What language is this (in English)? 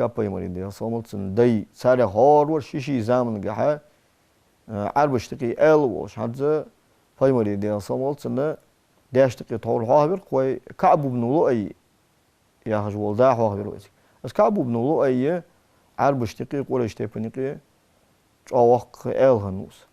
Ingush